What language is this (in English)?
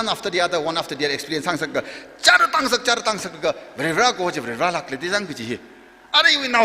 Tangkhul Naga (India)